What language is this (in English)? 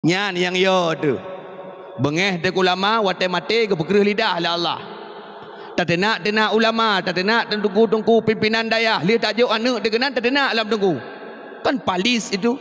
Achinese